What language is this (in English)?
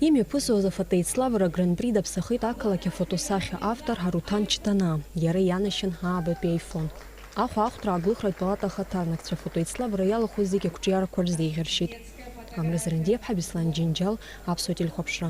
Abkhazian